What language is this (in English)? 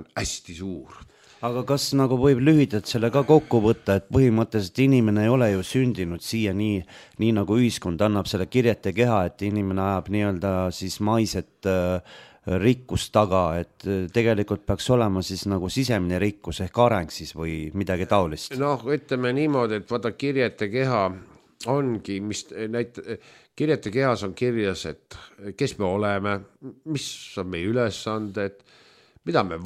Estonian